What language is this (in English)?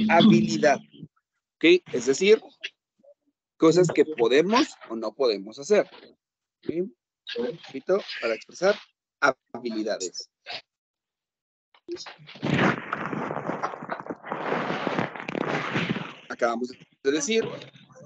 Spanish